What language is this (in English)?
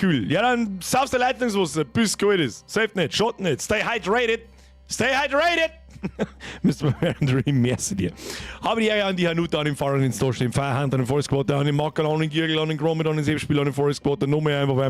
Bavarian